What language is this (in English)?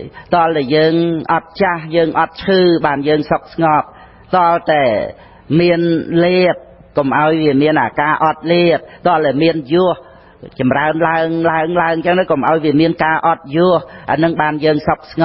Khmer